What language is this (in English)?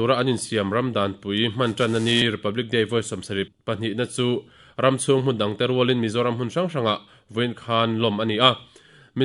Mizo